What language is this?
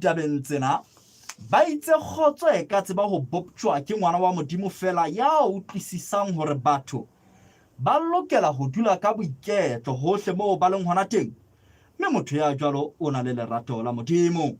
Southern Sotho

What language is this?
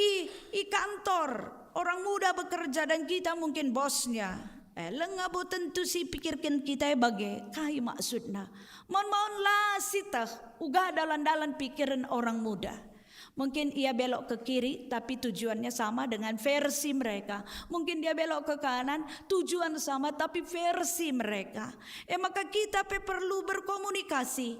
Batak Karo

